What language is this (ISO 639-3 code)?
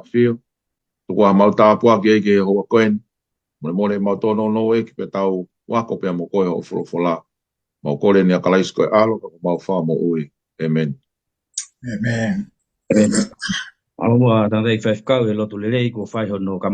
ton